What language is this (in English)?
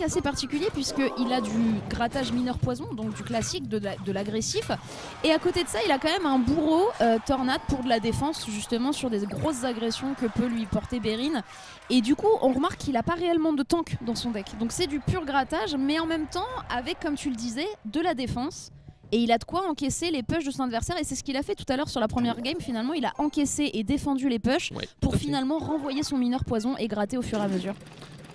French